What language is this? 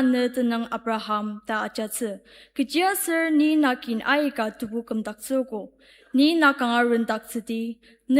Ao Naga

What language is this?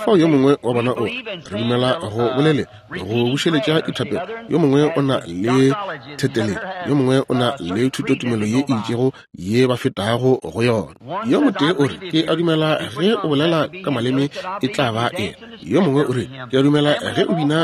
Northern Sotho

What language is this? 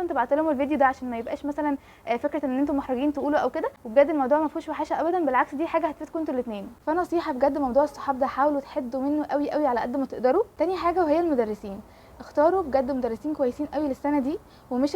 Egyptian Arabic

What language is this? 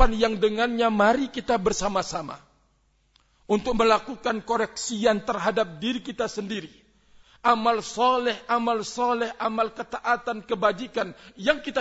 Indonesian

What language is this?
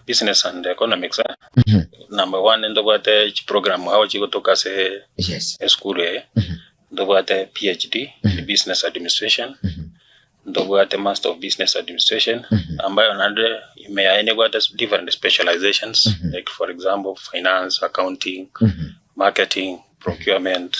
Gusii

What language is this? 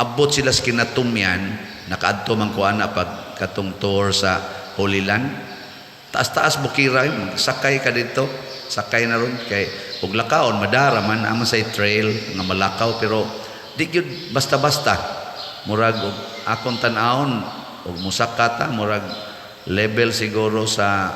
Cebuano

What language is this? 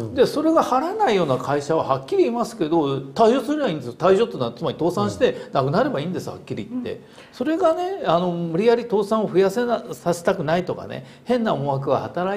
Japanese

